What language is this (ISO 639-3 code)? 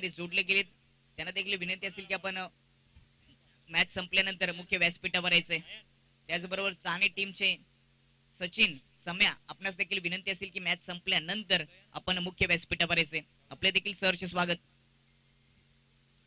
mar